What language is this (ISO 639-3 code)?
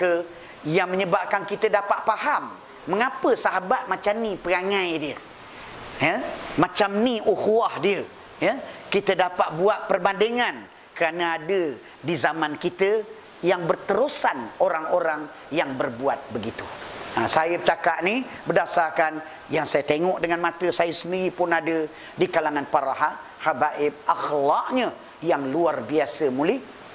msa